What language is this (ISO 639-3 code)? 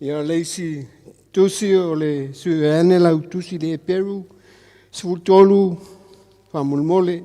smo